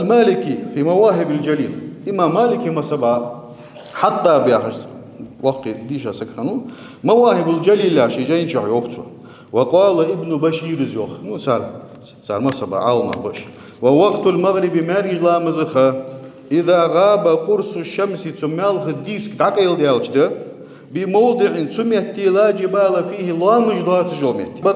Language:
Ingush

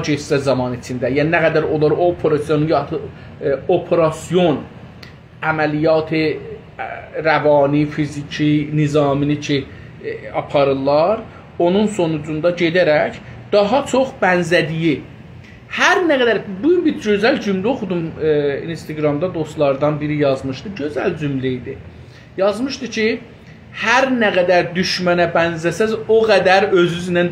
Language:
South Azerbaijani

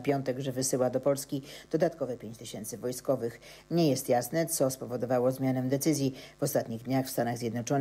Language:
Polish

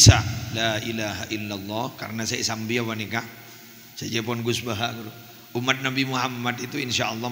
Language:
Madurese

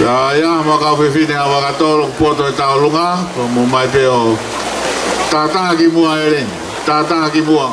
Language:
Tongan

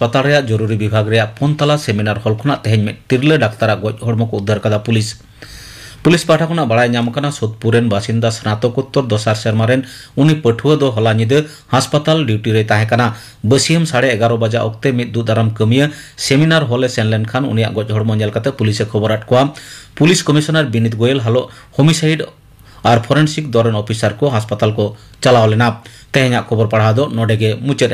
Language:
Santali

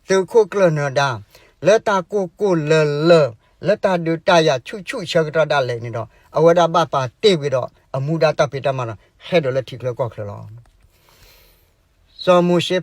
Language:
S'gaw Karen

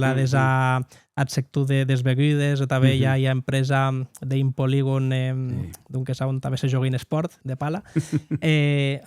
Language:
Occitan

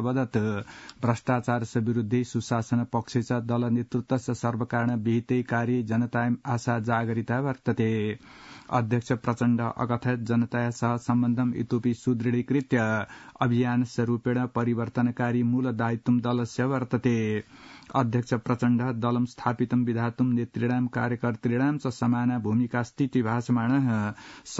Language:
Sanskrit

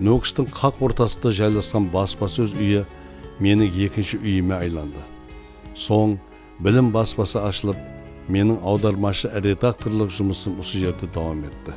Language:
Kara-Kalpak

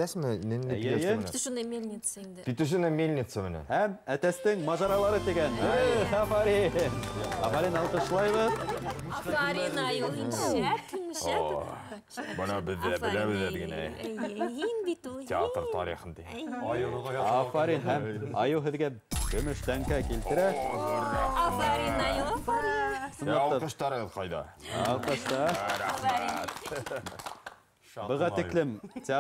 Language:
Bashkir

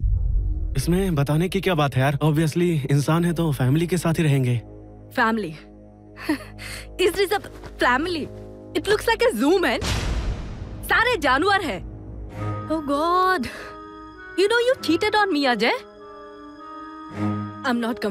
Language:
Hindi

